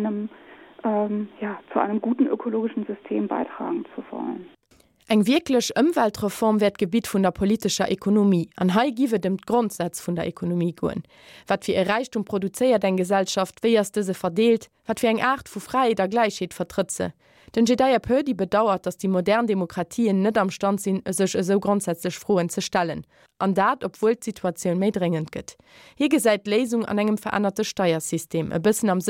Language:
Luxembourgish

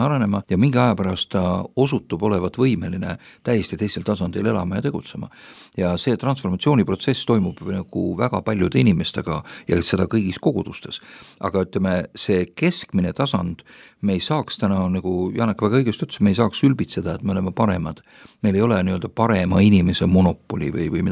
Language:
Estonian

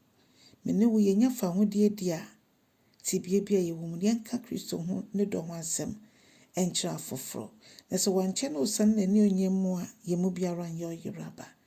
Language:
Akan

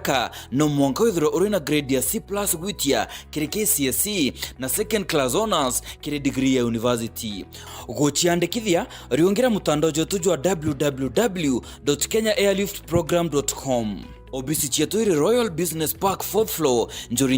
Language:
Meru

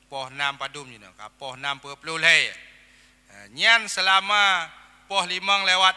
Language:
Achinese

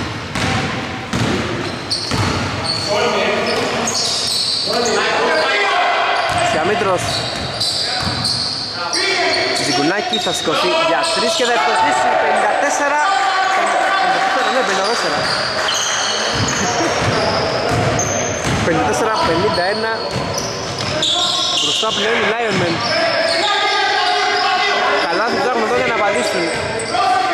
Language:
Greek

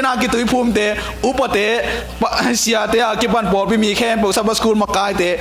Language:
Tedim Chin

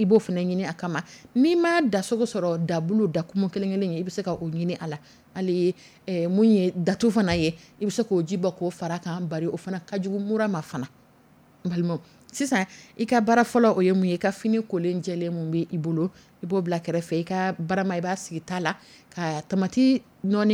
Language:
Dyula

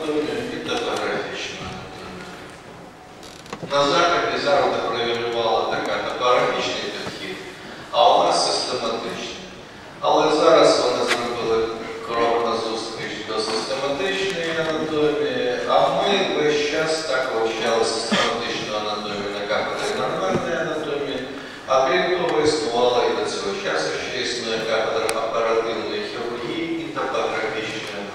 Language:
Ukrainian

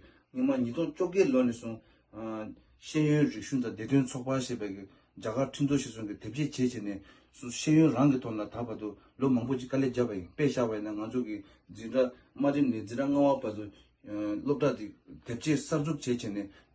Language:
Tibetan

